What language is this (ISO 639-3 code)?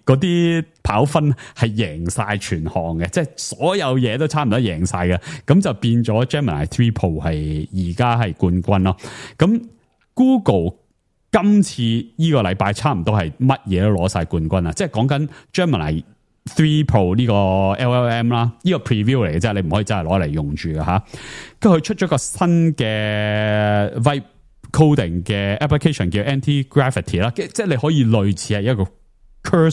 yue